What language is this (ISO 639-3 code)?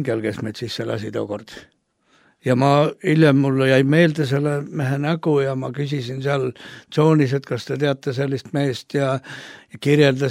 est